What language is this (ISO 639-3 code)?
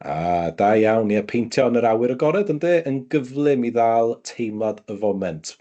cym